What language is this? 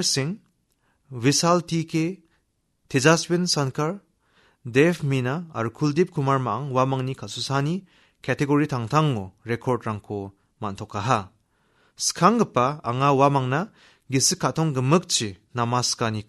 Garo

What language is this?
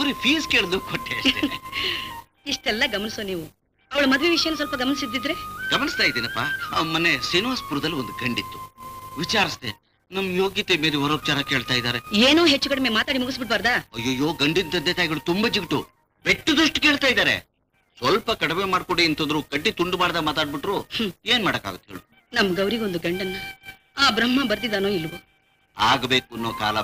Kannada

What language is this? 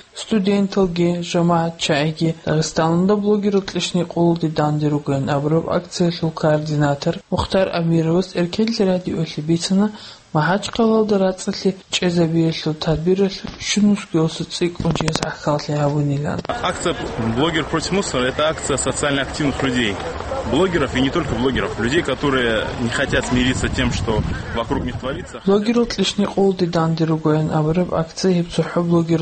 Avaric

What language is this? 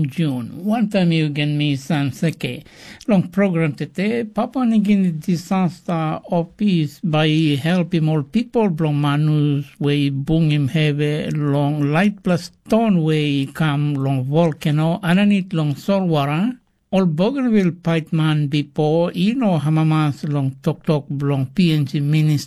Tok Pisin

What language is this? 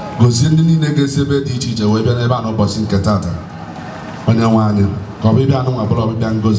Igbo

